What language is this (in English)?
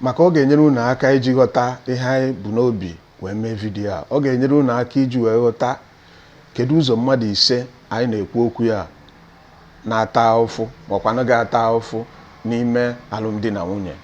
Igbo